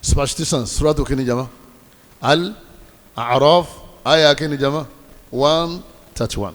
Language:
Yoruba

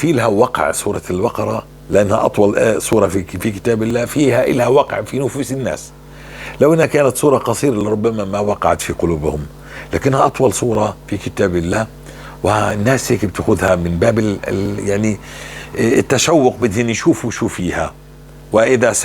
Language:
North Levantine Arabic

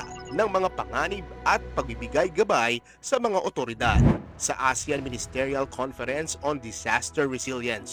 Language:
Filipino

